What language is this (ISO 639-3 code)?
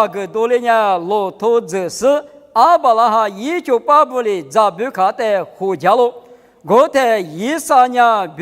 lis